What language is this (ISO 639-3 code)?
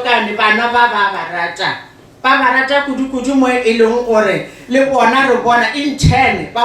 nso